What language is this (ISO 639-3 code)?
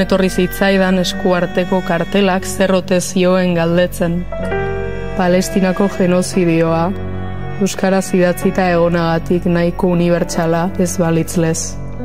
eus